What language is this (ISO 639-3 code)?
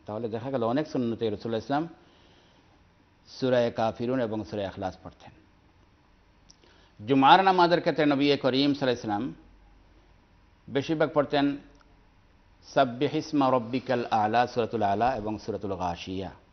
ben